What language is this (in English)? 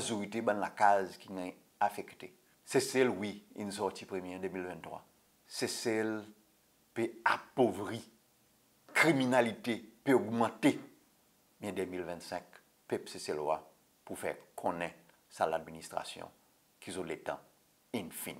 Seselwa Creole French